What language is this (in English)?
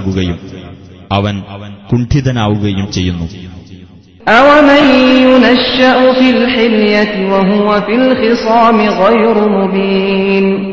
Malayalam